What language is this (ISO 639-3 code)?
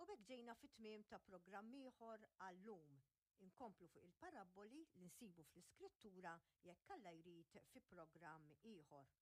mlt